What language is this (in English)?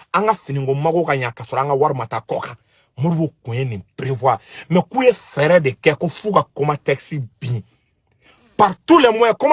Bambara